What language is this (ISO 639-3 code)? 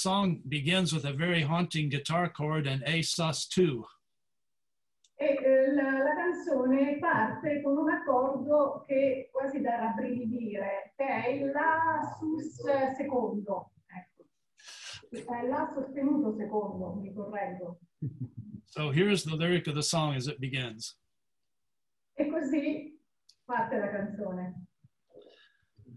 ita